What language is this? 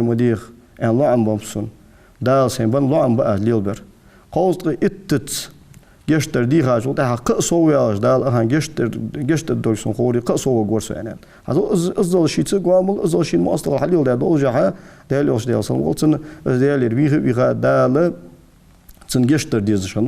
Ingush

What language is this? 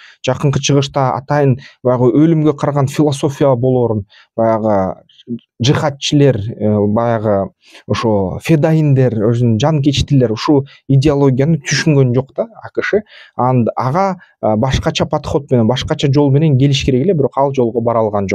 Kyrgyz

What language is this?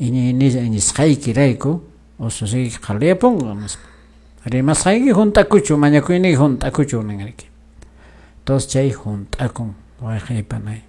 Quechua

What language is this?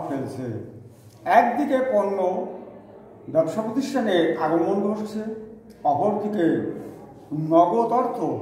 Bangla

